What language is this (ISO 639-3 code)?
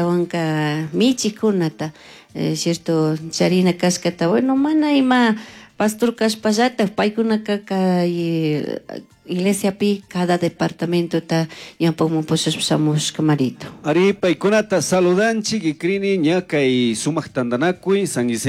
qug